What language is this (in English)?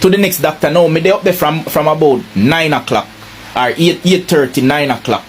Jamaican Creole English